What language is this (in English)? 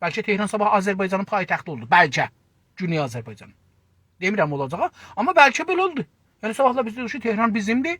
South Azerbaijani